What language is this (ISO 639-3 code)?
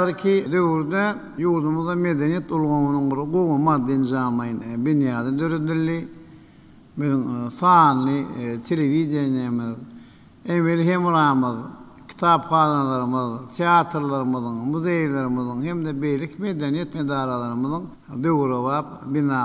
tuk